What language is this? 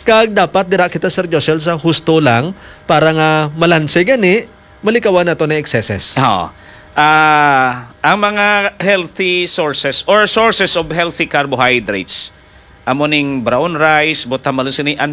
Hiligaynon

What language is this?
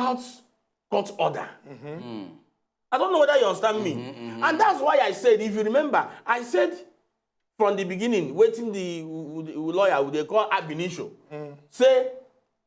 Nigerian Pidgin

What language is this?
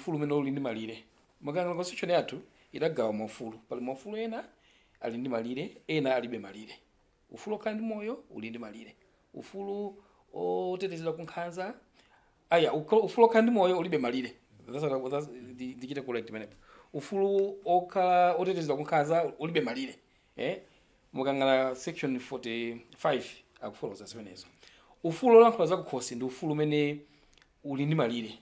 Nyanja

